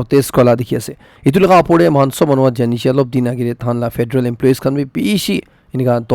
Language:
Naga Pidgin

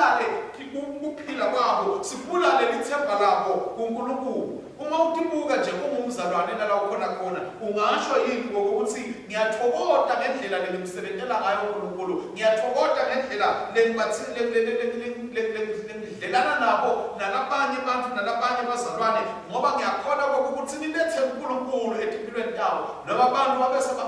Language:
Swati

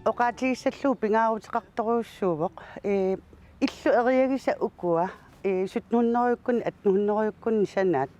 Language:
Kalaallisut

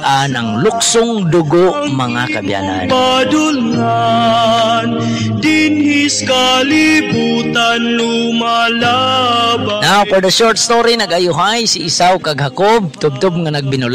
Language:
Hiligaynon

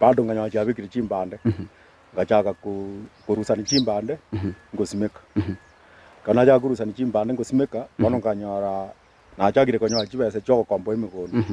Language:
Gusii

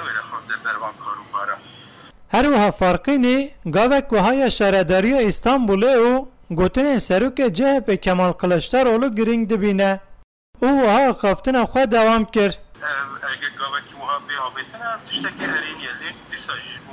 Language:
Kurdish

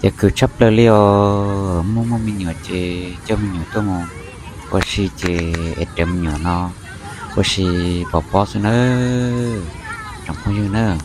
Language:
Hmong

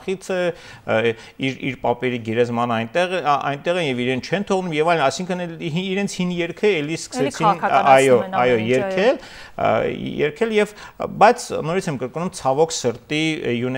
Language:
Armenian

